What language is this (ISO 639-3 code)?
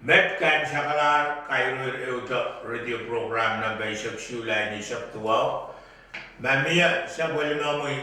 pon